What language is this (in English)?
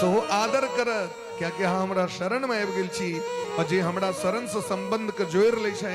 Maithili